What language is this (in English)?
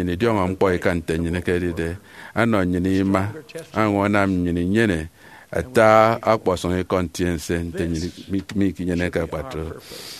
Efik